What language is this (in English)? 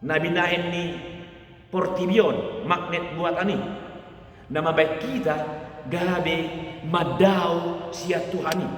Batak Toba